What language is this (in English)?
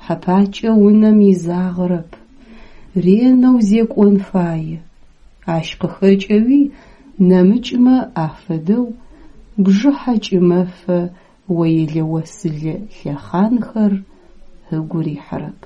Adyghe